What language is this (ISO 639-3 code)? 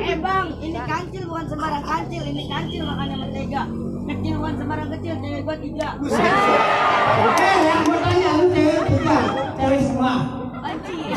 bew